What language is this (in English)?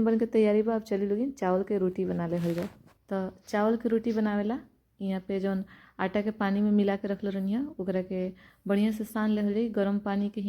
Bhojpuri